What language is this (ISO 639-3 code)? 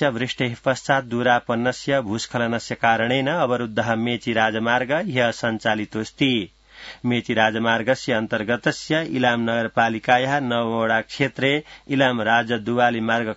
san